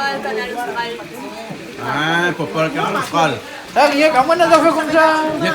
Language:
Réunion Creole French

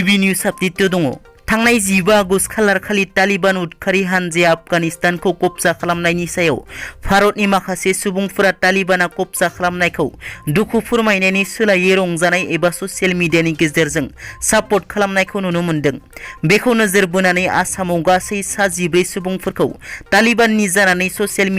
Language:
Bodo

